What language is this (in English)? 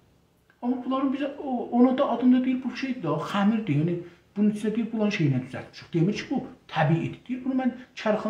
South Azerbaijani